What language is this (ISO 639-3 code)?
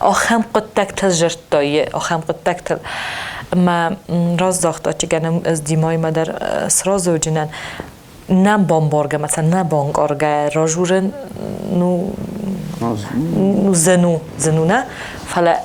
oss